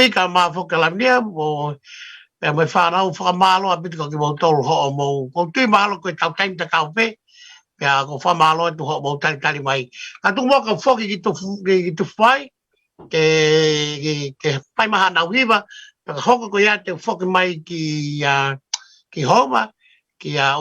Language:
Tongan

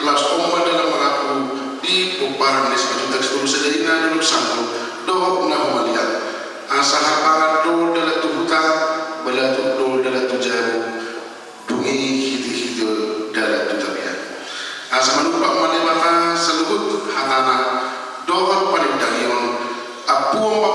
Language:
Batak Toba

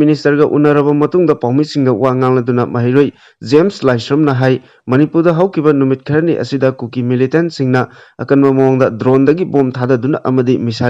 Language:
Manipuri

